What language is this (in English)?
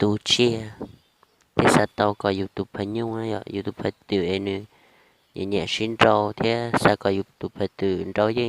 Hmong